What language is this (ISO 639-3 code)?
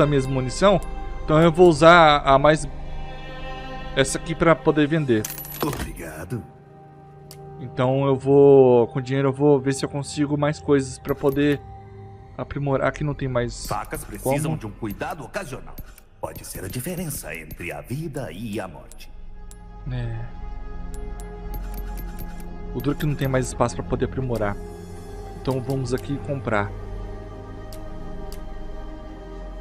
por